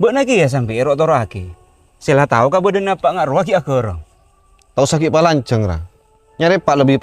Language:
Madurese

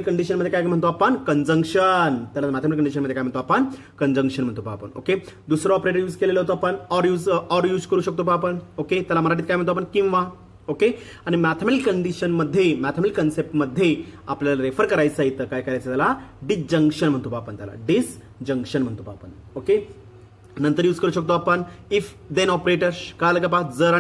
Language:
Marathi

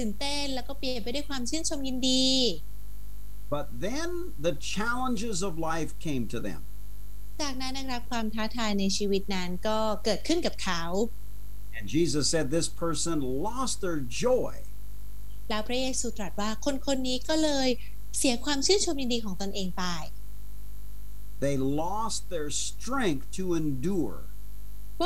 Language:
Thai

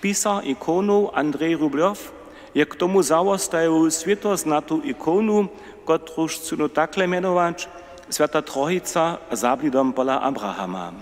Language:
Upper Sorbian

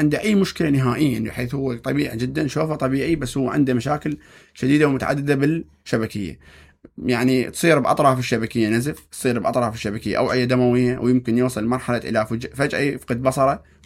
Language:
Mesopotamian Arabic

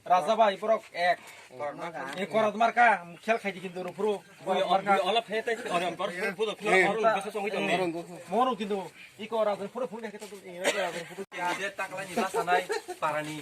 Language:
Kok Borok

